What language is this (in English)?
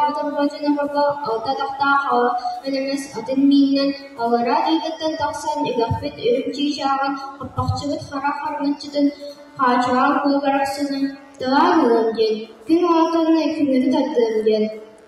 Yakut